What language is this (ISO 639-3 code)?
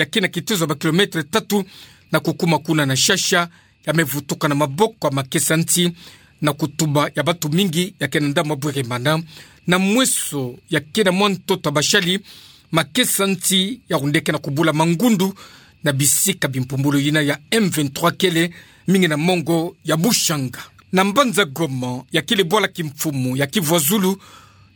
ktu